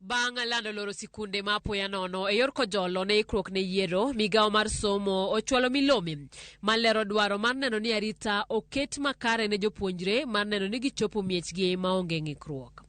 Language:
Luo (Kenya and Tanzania)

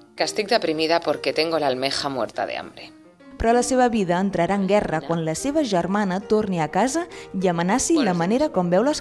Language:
Catalan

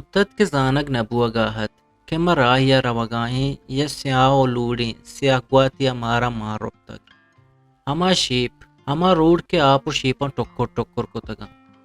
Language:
Eastern Balochi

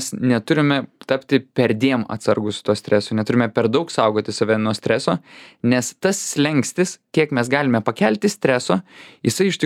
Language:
Lithuanian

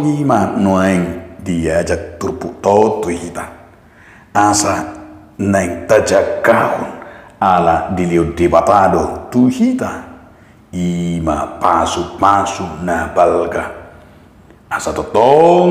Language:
Batak Toba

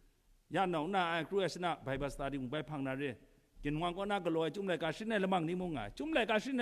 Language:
Kachin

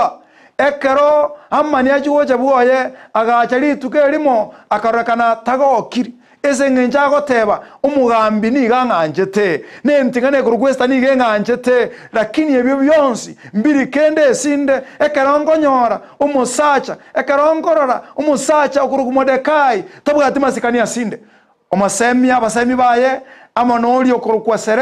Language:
Gusii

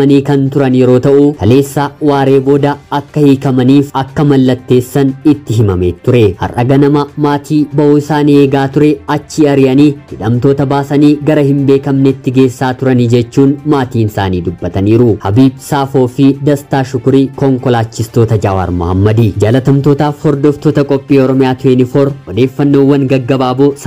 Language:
Oromo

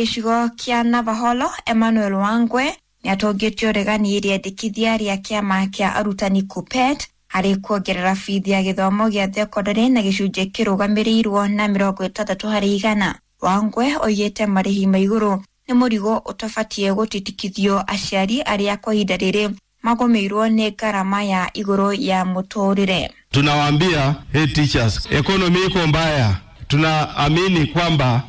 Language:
Kikuyu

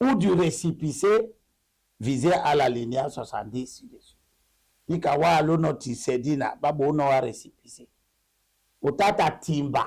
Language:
Duala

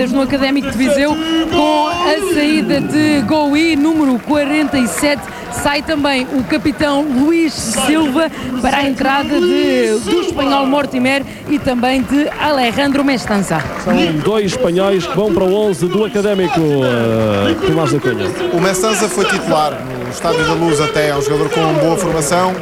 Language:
Portuguese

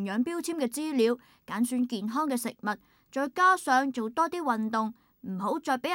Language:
Cantonese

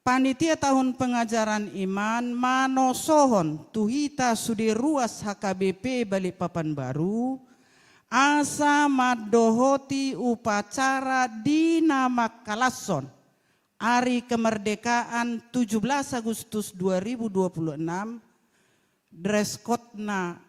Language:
Batak Toba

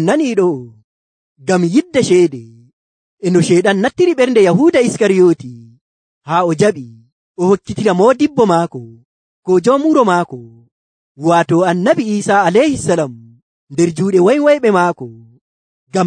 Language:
Nigerian Fulfulde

